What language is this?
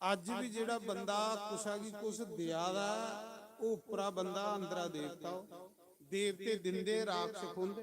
Dogri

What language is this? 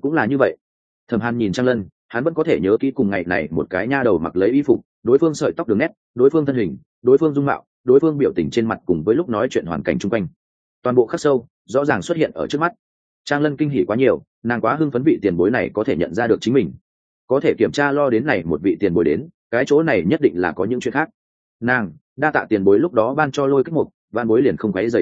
Vietnamese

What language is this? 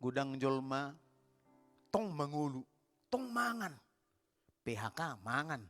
Batak Toba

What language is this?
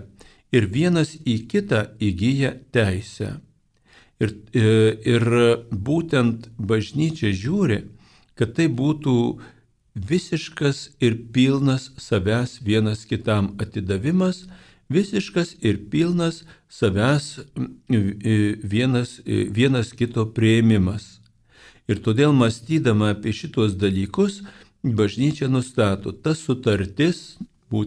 Lithuanian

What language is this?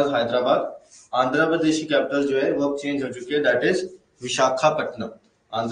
Hindi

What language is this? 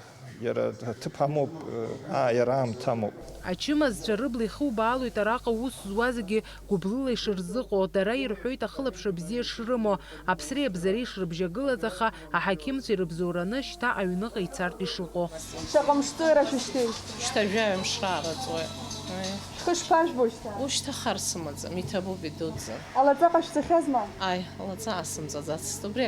Abkhazian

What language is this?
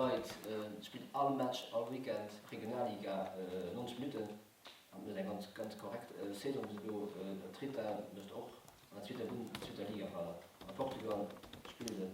Luxembourgish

